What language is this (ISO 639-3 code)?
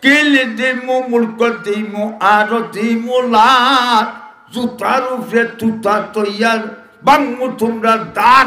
syl